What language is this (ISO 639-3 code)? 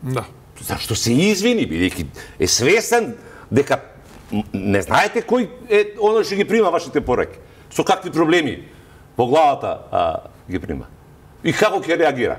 mkd